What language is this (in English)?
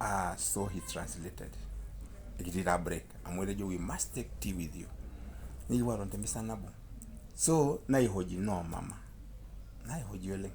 Masai